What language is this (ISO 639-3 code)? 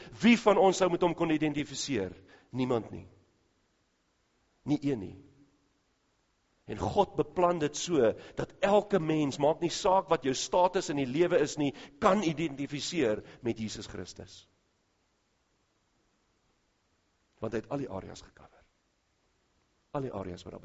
afr